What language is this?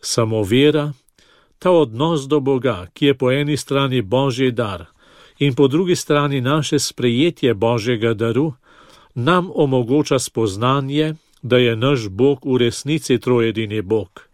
Slovenian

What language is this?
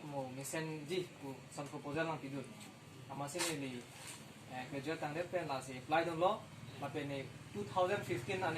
Karbi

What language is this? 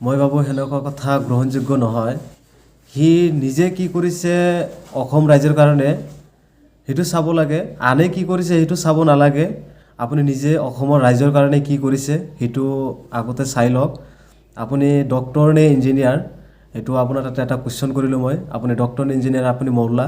Assamese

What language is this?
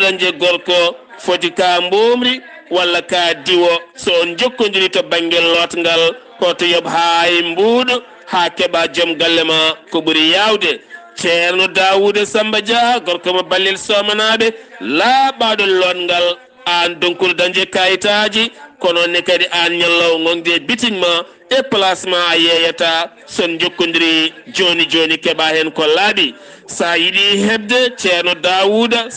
Fula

